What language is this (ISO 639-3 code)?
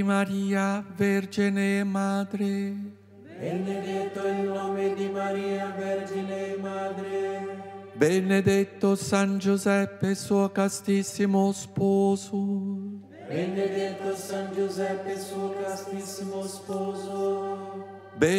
ita